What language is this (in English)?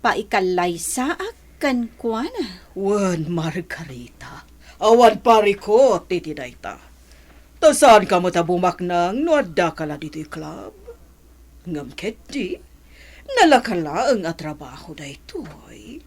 Iloko